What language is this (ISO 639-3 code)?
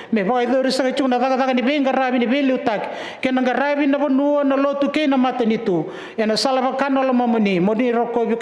fij